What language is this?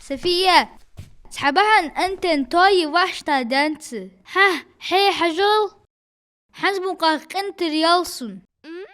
Ingush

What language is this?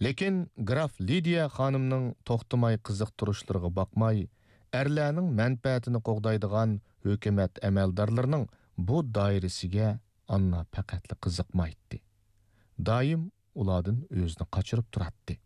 Uyghur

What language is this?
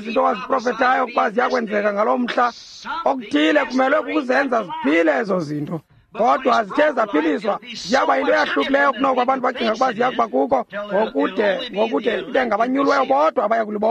Xhosa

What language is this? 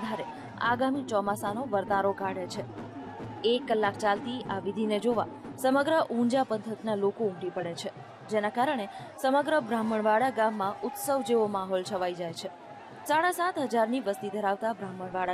Gujarati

